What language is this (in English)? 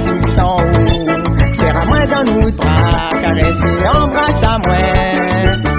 Réunion Creole French